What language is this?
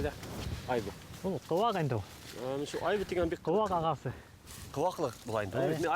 Bashkir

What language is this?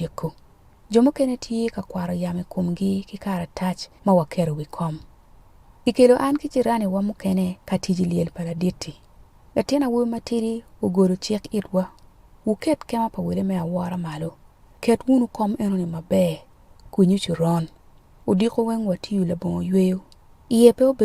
Acoli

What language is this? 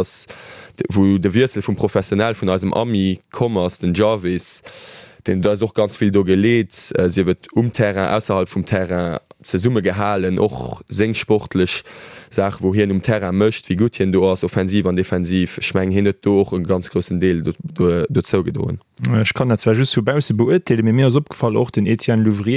Luxembourgish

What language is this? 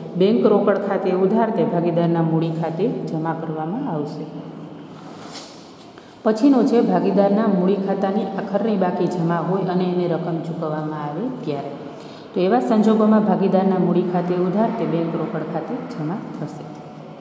Gujarati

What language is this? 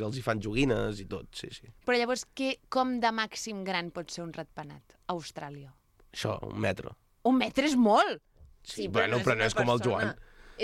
Catalan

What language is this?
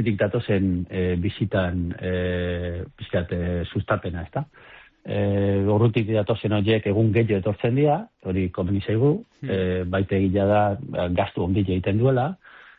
Basque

